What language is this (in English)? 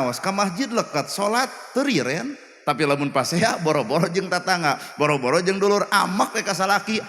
Sundanese